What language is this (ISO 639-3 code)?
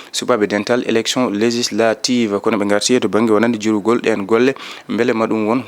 ful